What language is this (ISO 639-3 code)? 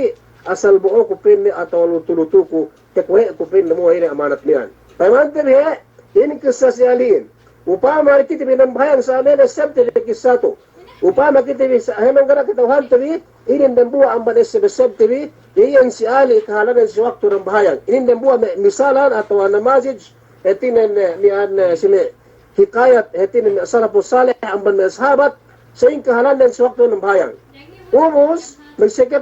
yka